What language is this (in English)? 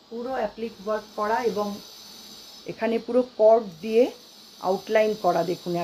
Bangla